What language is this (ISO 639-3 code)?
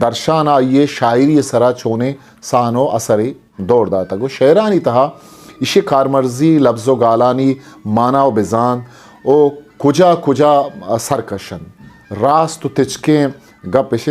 bgp